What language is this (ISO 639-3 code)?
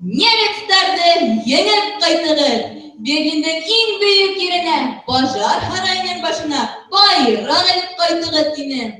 bak